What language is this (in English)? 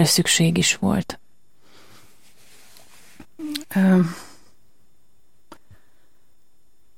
Hungarian